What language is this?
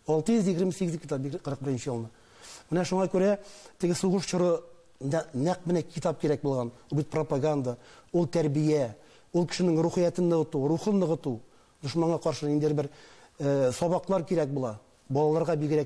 Tatar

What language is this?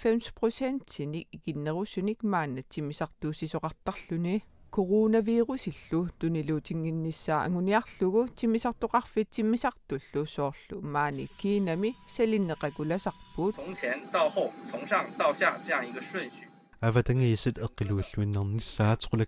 Kalaallisut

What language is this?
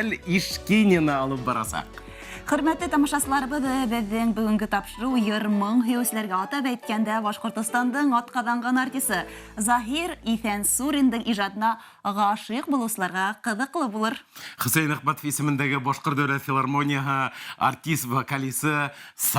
Bashkir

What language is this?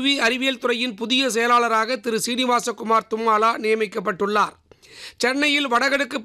Tamil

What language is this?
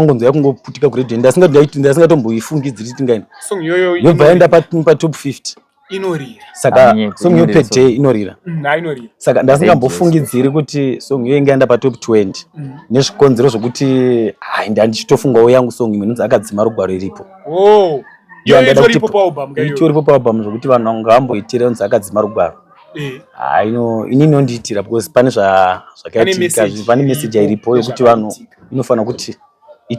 Shona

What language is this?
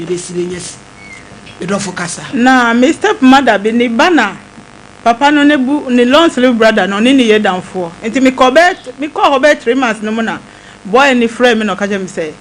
Akan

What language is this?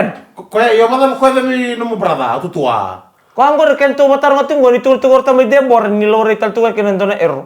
Fijian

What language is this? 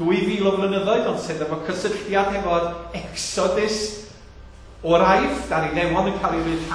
Welsh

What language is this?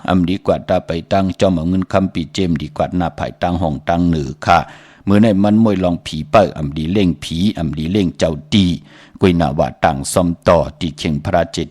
Shan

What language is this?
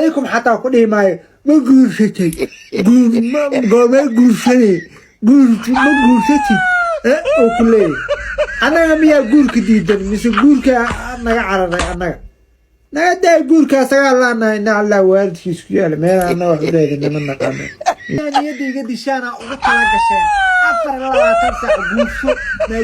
Somali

